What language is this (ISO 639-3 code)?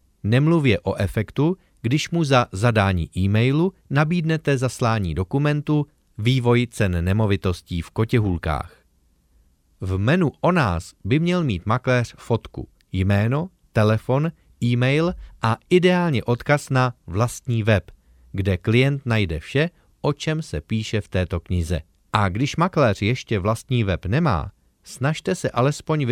ces